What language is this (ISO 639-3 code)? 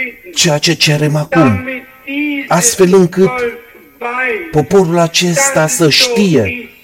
ron